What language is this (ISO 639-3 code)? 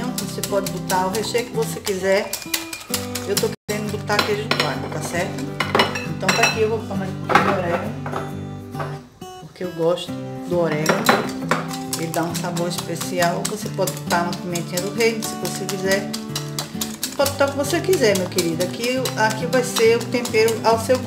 por